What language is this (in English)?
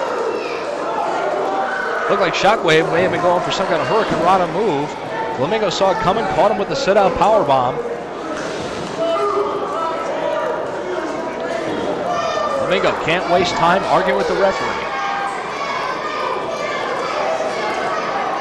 English